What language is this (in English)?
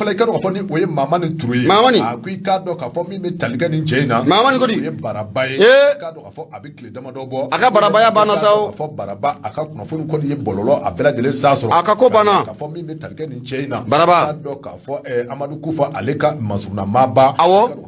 Bambara